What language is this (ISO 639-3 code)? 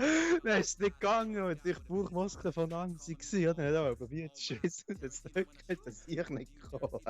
gsw